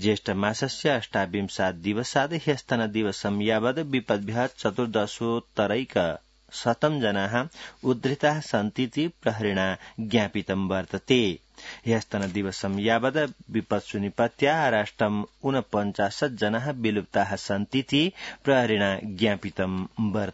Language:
Sanskrit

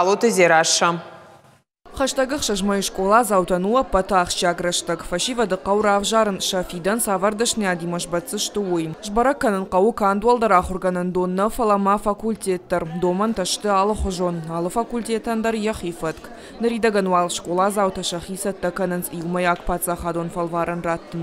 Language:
Ossetic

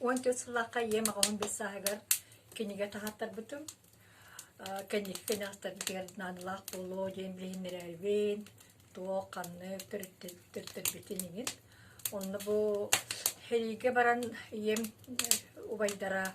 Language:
Yakut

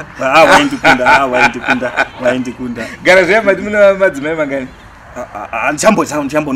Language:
Shona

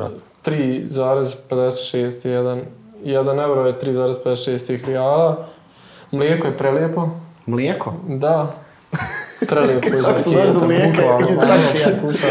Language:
Bosnian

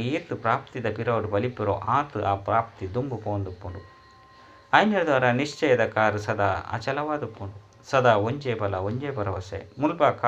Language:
Tulu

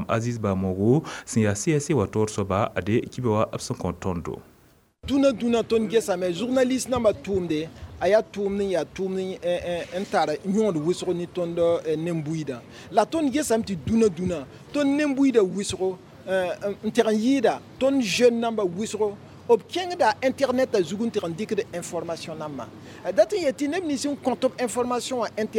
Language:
Mossi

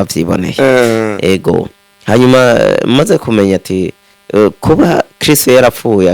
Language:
Rundi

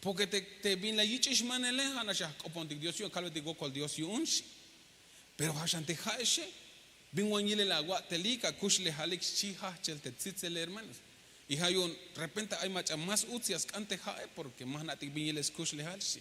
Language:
Tzeltal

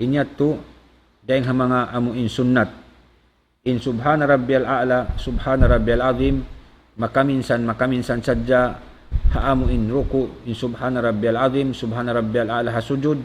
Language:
Tausug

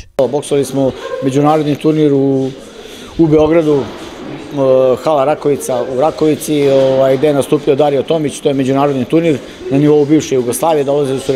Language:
Serbian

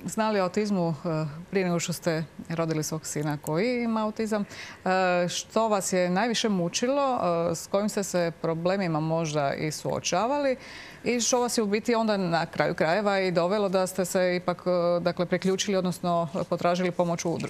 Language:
Croatian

